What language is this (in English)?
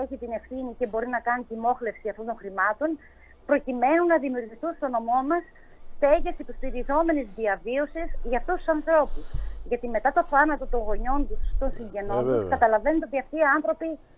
Greek